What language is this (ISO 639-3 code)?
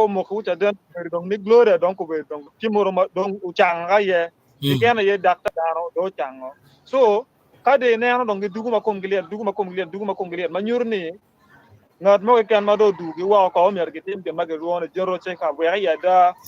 ach